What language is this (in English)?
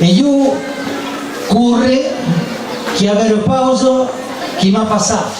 Occitan